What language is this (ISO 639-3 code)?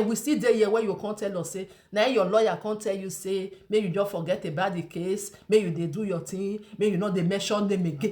pcm